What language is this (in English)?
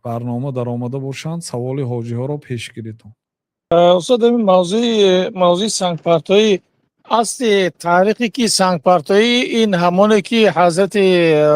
Tajik